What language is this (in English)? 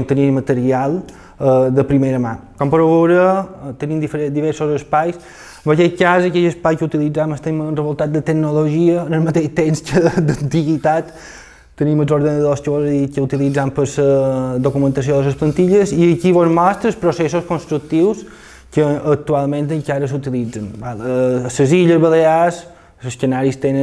Catalan